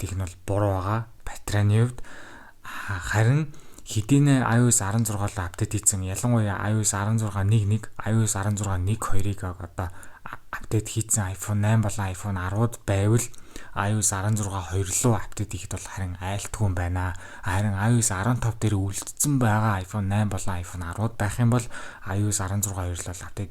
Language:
Mongolian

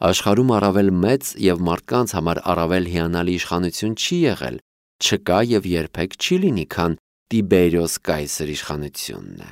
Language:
Armenian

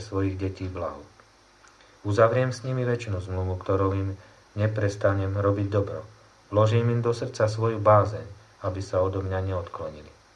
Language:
Slovak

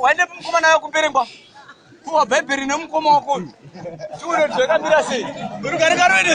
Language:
Shona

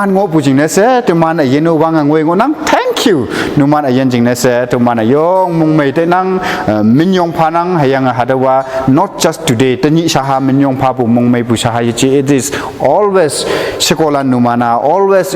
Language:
Konyak Naga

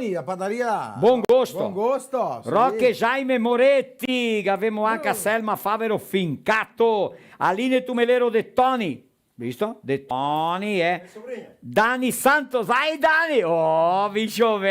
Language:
Venetian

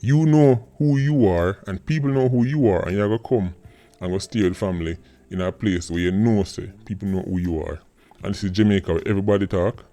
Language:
Jamaican Creole English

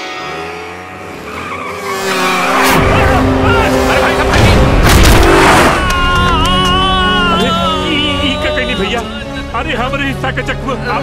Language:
Bhojpuri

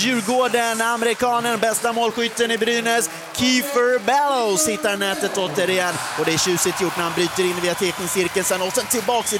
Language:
Swedish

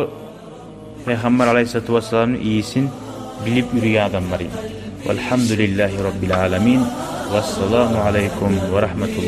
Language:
Kumyk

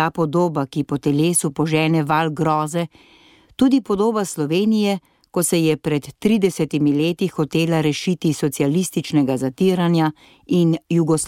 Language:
Slovenian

